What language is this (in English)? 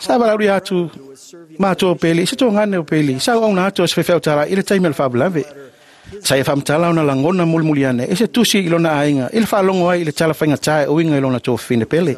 Samoan